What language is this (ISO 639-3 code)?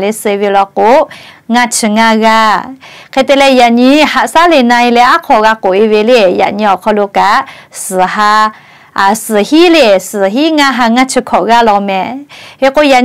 lhu